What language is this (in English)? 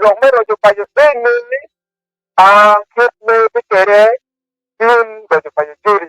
Acoli